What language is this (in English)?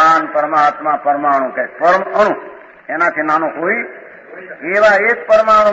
Gujarati